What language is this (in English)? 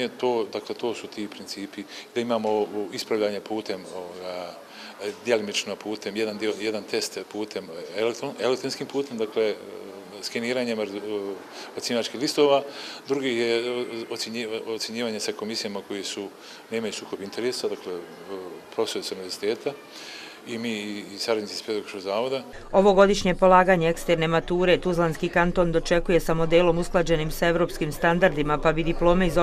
Bosnian